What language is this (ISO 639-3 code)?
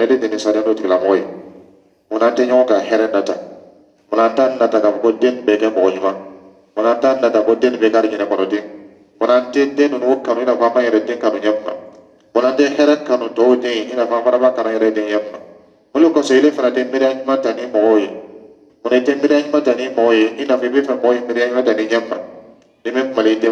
dyu